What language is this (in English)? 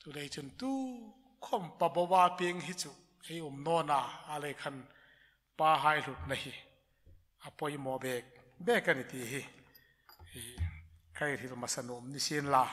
Hmar